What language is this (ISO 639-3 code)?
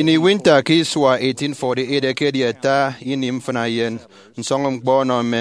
efi